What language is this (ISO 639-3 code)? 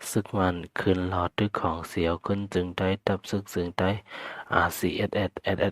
shn